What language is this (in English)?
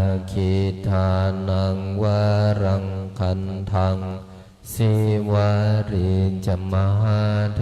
Pali